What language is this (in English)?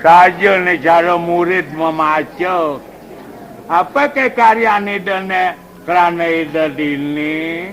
Balinese